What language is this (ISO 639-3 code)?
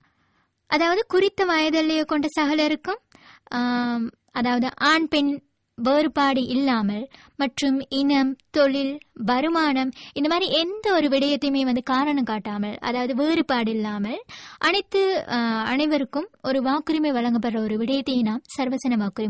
tam